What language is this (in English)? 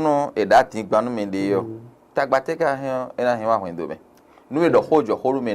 Fon